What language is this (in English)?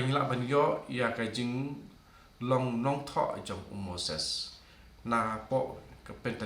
Khasi